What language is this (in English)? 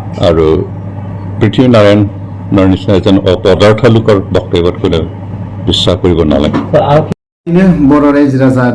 Bodo